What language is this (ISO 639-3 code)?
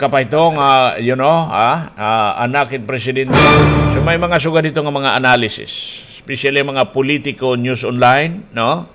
war